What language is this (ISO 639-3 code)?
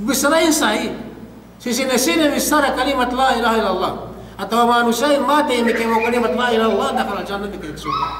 yka